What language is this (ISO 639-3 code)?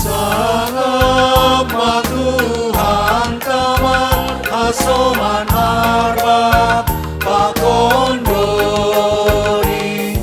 bts